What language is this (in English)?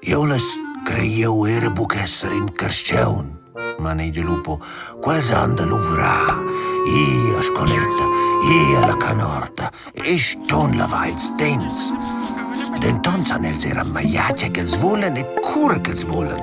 Romansh